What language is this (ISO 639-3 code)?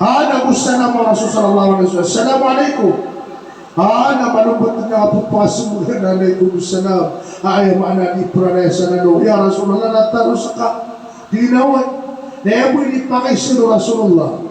mrw